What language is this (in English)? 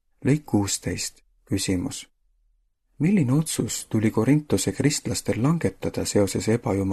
Estonian